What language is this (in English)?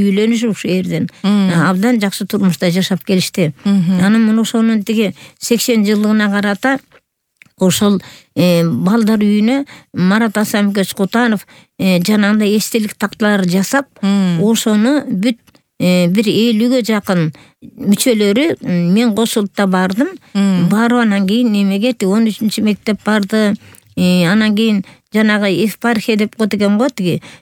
Kyrgyz